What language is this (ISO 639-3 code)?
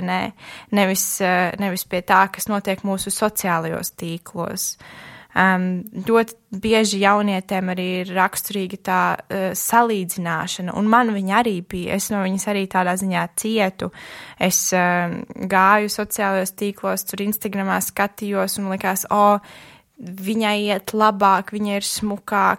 lav